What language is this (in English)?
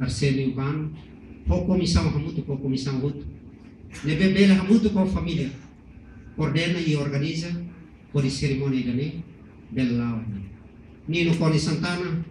Tetum